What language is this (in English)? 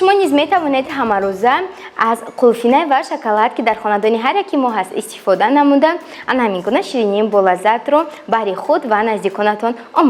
Tajik